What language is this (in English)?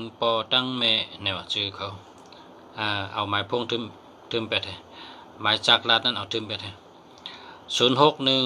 Shan